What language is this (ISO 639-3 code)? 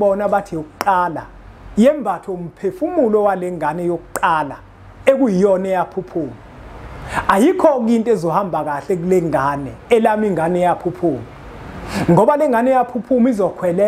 zul